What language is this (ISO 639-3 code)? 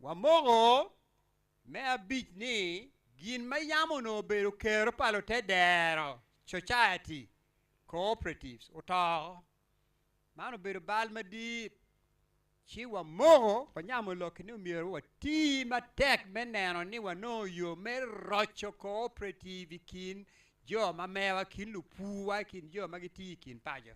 ach